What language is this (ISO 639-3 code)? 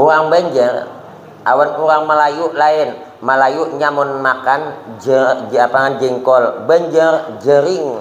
bjn